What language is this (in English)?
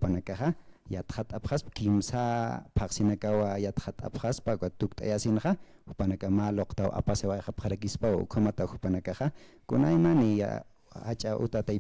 Aymara